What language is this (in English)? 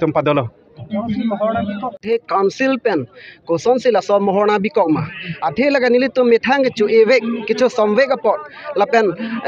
Karbi